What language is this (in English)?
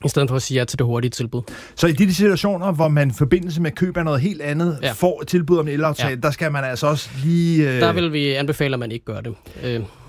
Danish